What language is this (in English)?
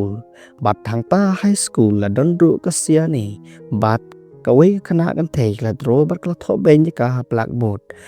Khasi